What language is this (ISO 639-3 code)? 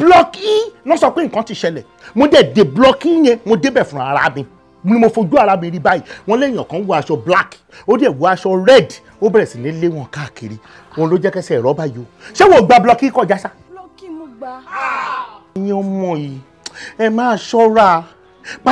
yor